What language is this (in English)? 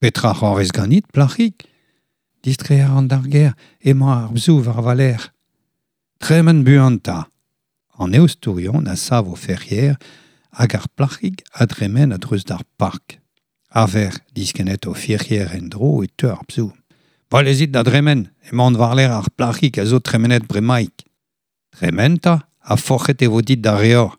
Breton